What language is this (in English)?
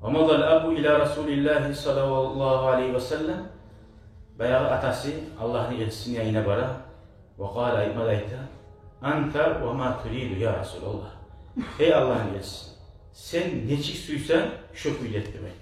Kumyk